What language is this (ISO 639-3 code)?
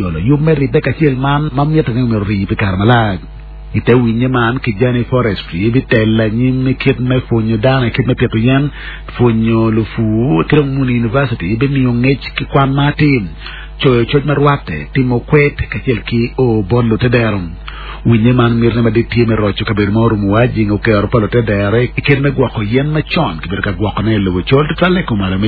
ach